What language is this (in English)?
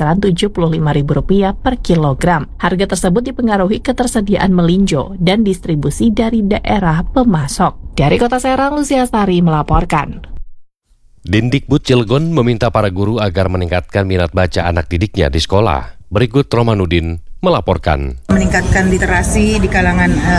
Indonesian